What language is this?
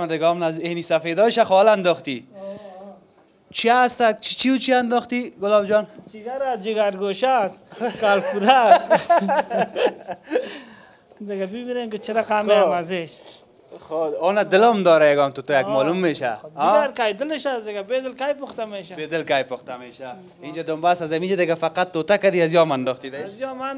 Persian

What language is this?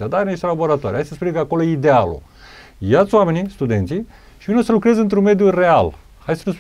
Romanian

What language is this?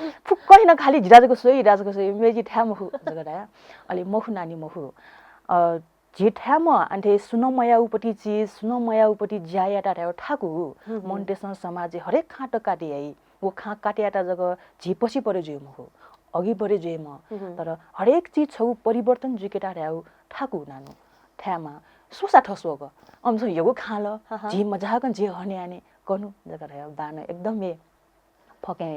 Newari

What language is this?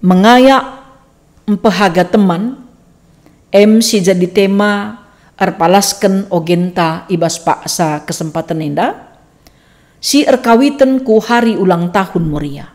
Batak Karo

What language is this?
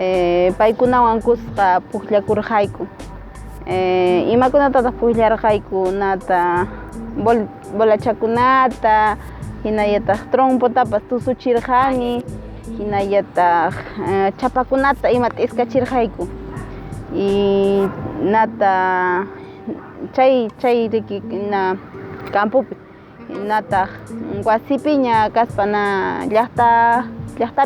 Quechua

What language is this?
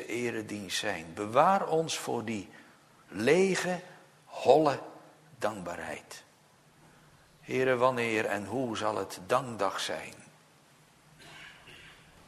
Dutch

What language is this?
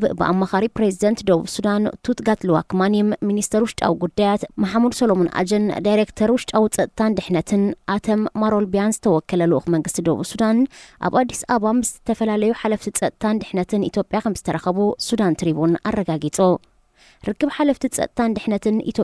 Tigrinya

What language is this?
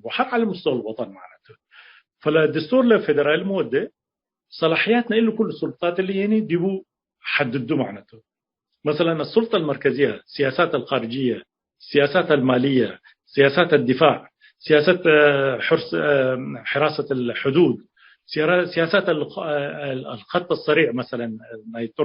Tigre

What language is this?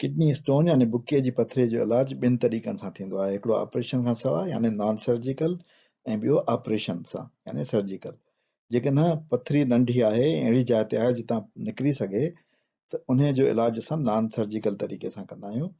Sindhi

